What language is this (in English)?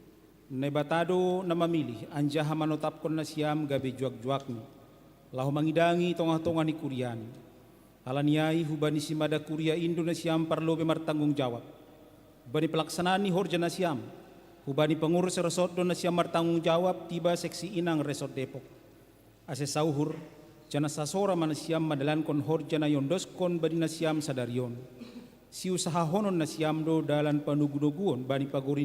Batak Simalungun